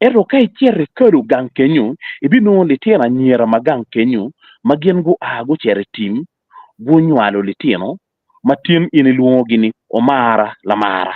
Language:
Acoli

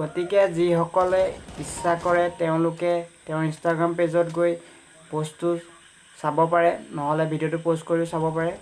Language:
Assamese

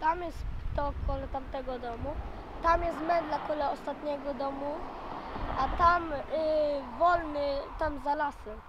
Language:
Silesian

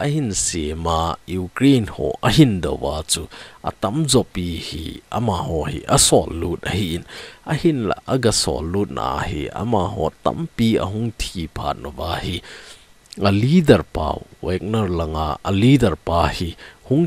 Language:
Thado Chin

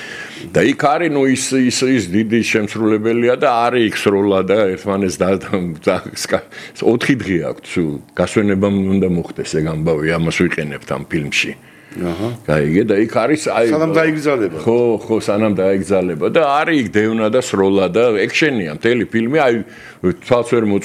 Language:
Georgian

